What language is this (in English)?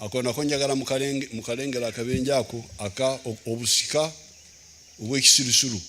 Ganda